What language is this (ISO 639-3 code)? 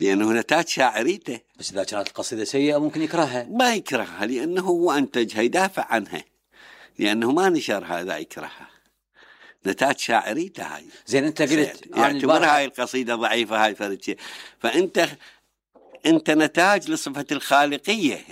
acm